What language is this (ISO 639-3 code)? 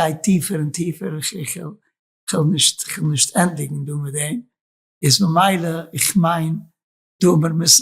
yid